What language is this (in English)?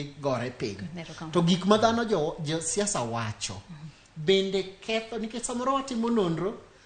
Luo (Kenya and Tanzania)